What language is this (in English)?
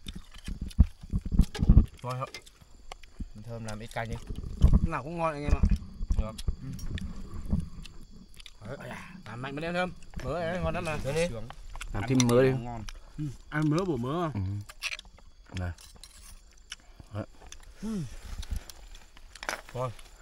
Vietnamese